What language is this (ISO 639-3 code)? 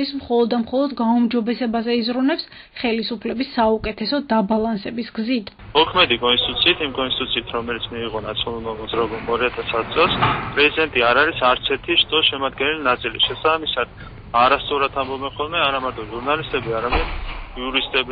kat